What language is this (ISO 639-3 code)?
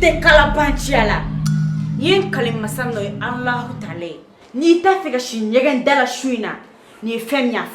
bam